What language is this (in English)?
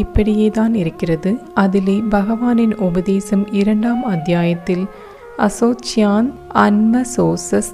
Tamil